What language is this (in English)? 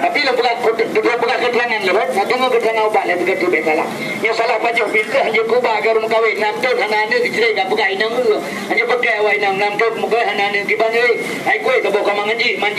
Achinese